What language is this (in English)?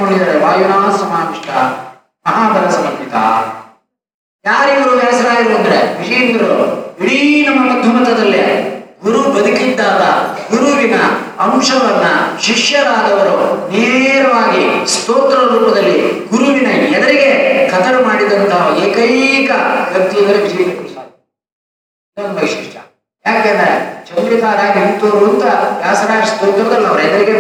Kannada